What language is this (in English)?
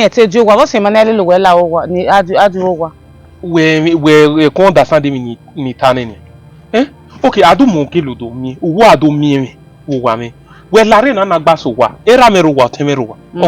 Bini